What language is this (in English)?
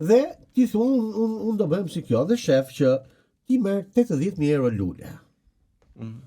Albanian